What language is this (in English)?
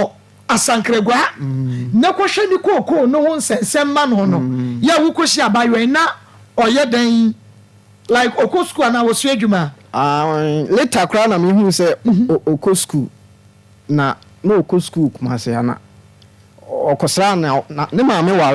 Akan